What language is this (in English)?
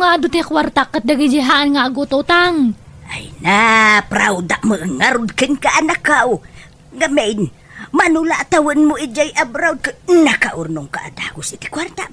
Iloko